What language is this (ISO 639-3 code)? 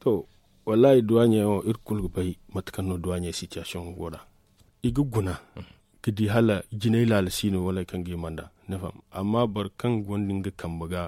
dje